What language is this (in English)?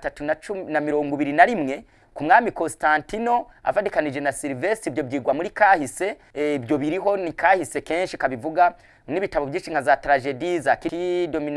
Rundi